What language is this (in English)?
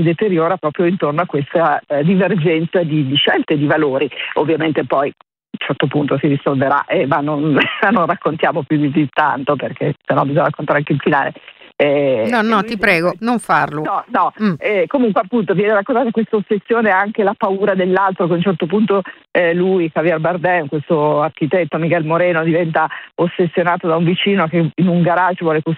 Italian